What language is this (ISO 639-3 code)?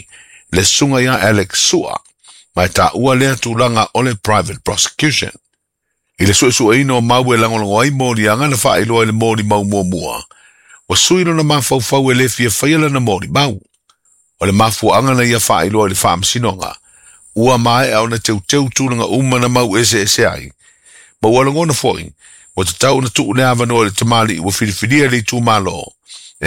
smo